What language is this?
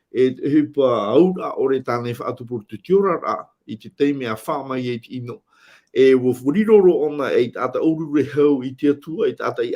Tahitian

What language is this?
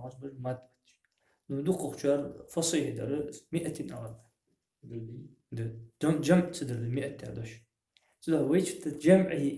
Ingush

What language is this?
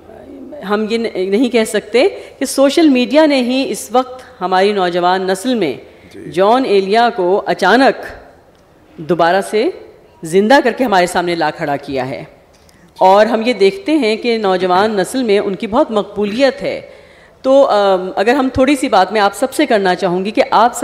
Urdu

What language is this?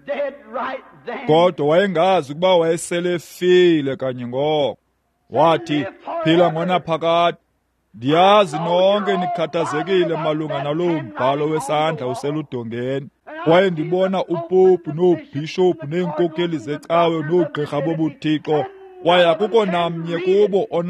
Xhosa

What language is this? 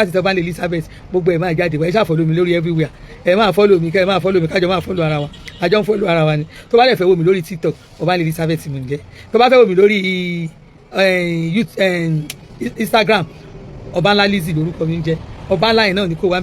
Yoruba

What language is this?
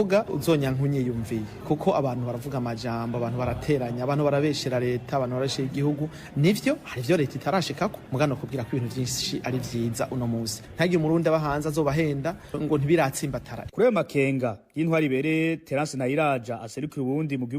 Rundi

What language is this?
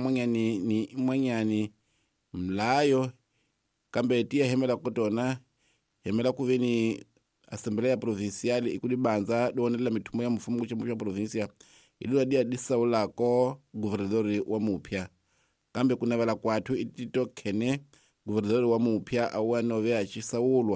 Tsonga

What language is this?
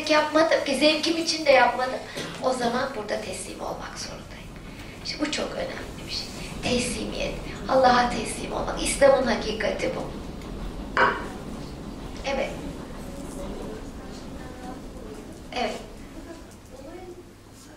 Turkish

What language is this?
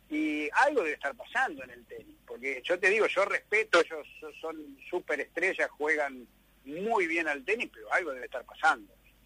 Spanish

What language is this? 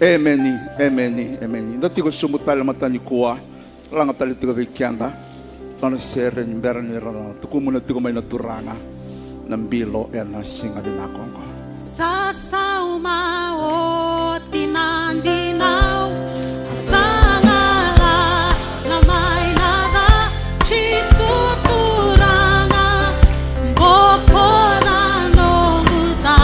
Fijian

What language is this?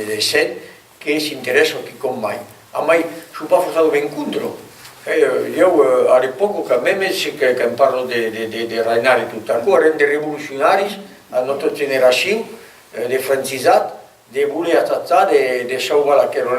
Occitan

